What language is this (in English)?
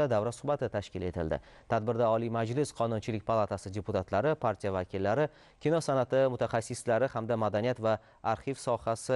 Uzbek